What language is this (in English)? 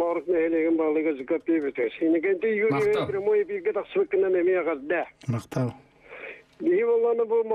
Yakut